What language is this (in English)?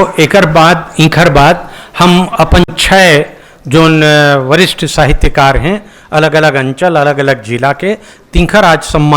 Chhattisgarhi